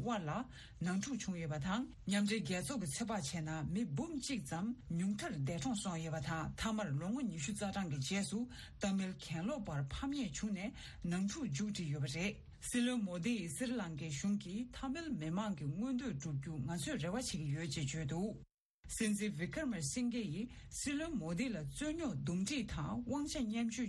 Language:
Tibetan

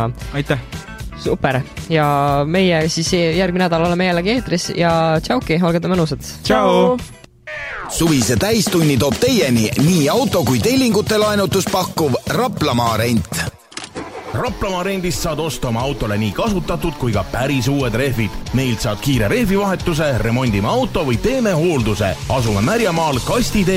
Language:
Estonian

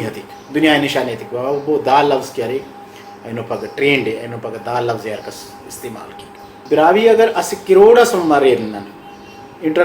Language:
Brahui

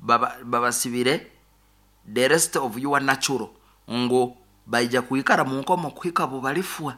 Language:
Nyoro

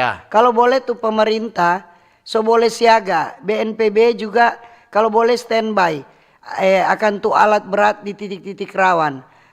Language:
Manado Malay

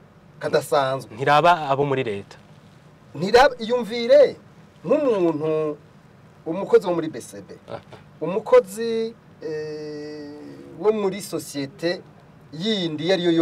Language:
Rundi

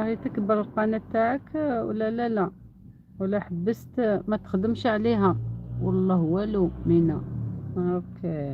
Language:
Algerian Arabic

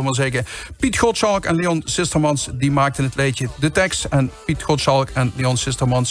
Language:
Limburgish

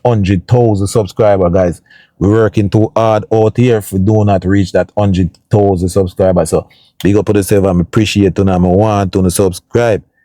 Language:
Jamaican Creole English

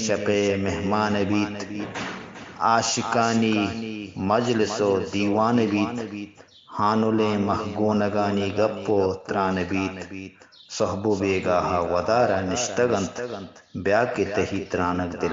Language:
Eastern Balochi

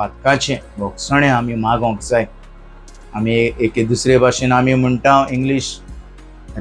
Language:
Konkani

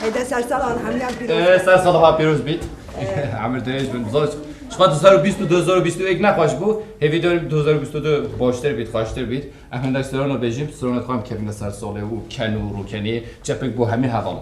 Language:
Kurdish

